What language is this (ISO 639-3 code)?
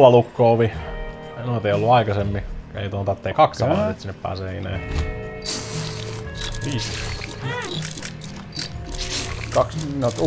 fin